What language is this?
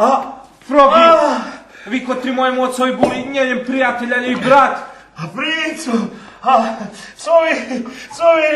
Rusyn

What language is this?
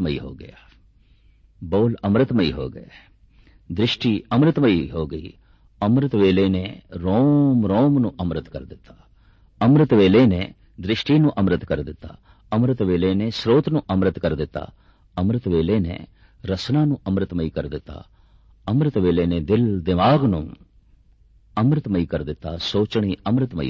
Punjabi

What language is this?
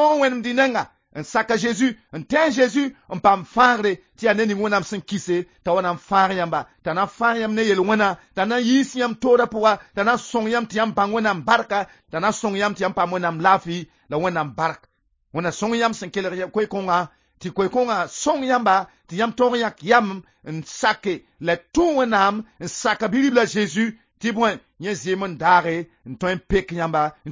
Mossi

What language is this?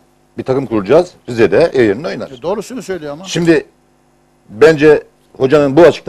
Turkish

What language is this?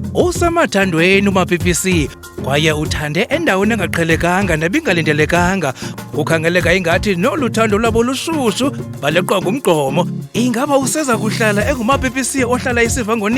Xhosa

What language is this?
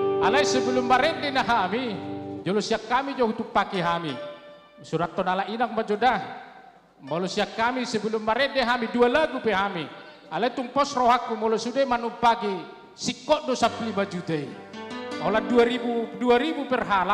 Batak Toba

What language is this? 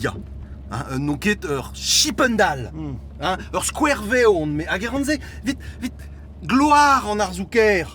Breton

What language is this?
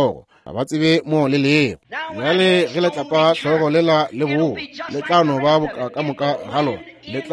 Northern Sotho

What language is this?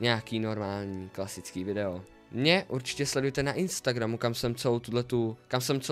Czech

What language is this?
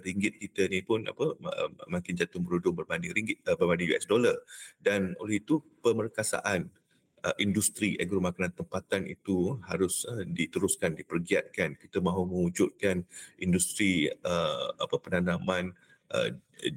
Malay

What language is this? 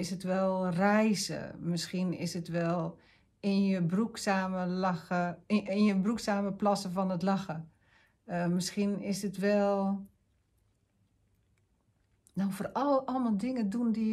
Dutch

